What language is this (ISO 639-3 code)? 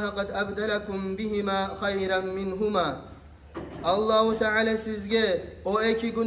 kum